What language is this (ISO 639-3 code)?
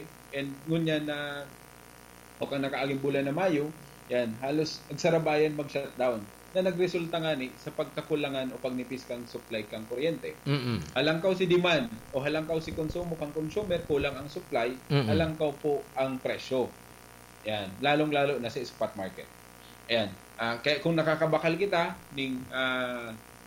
bik